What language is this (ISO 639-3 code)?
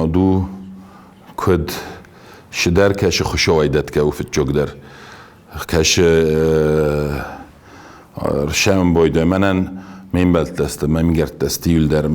oss